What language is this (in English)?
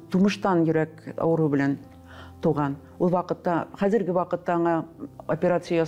Tatar